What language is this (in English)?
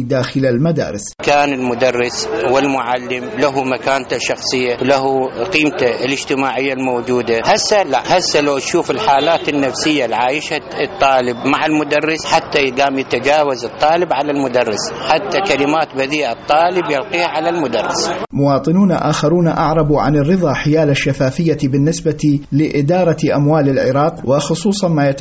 Mesopotamian Arabic